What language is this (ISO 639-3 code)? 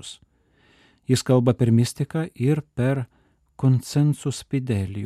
lit